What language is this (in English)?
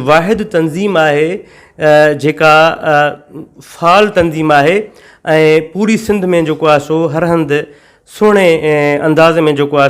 Sindhi